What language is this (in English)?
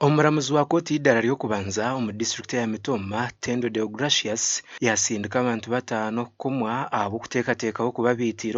Nyankole